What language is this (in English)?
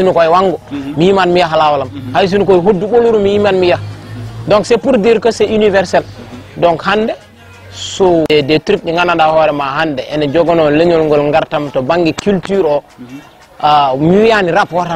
Fula